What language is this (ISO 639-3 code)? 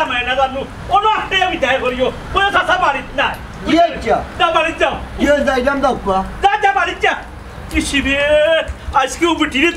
syl